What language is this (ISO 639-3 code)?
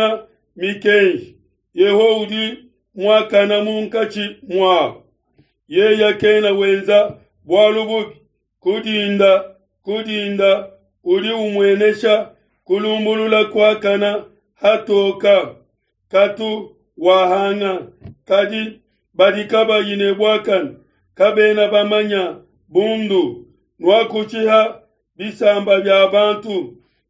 lua